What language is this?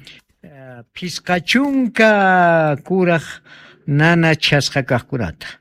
South Bolivian Quechua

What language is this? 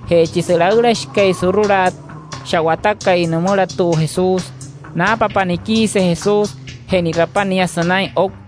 Wayuu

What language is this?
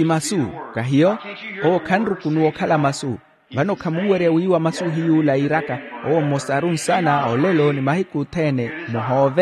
Makhuwa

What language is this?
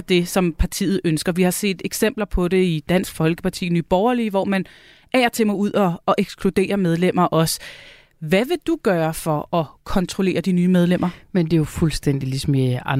Danish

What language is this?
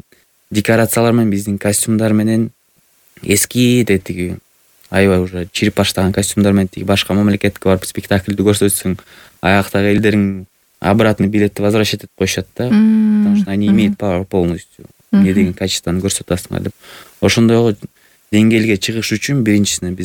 Kyrgyz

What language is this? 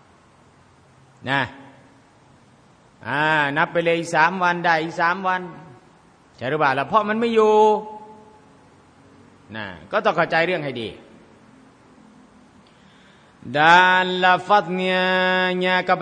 Thai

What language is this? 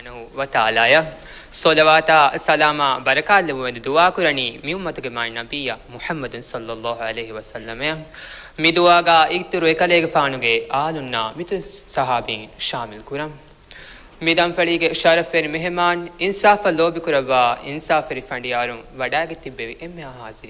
Divehi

